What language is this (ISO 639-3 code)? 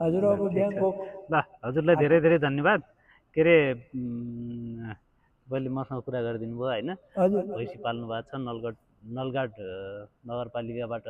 nep